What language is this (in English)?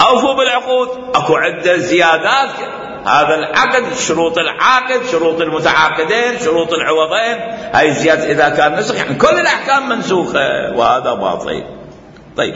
Mesopotamian Arabic